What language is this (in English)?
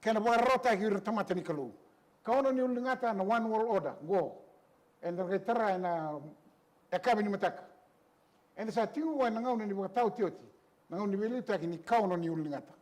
Fijian